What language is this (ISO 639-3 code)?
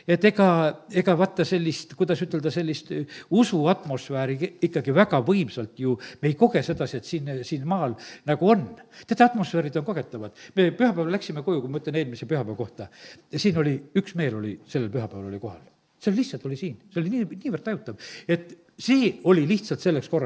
est